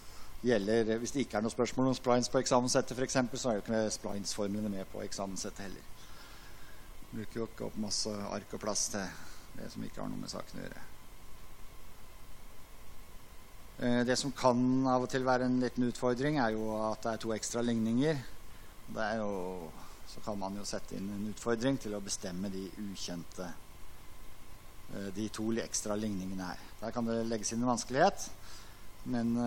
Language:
Norwegian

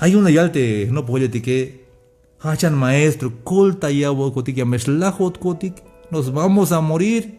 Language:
Tzeltal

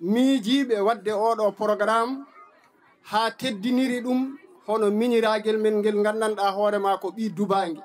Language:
Fula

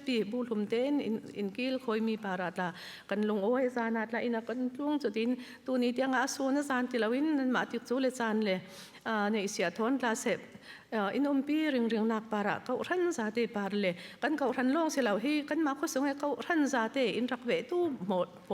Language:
Falam Chin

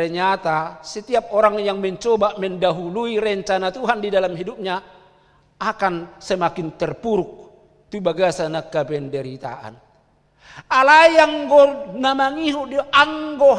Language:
Batak Toba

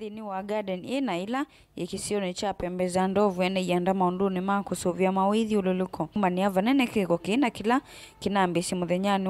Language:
Kamba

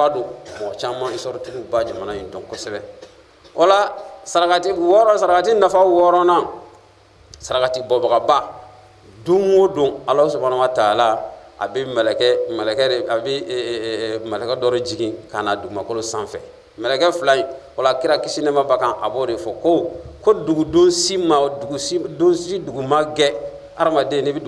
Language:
Bambara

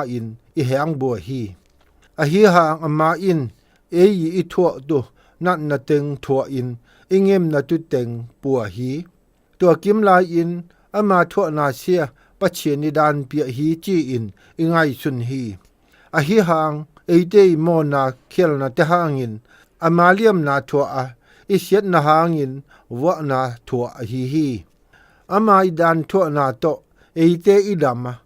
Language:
Zou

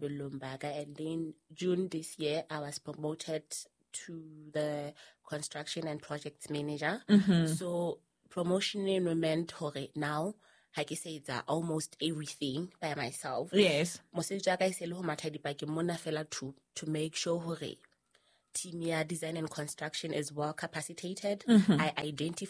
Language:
Southern Sotho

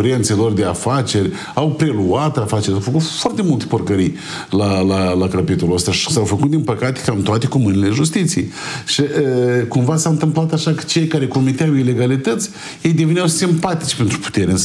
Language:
Romanian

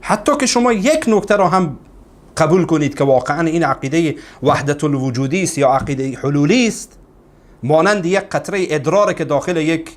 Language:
Persian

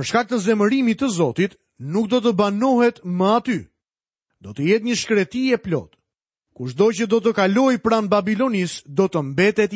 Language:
Albanian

